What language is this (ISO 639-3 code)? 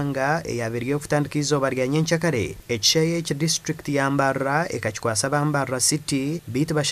nyn